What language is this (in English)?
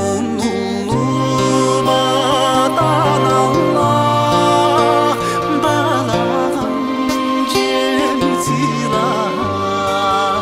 Yakut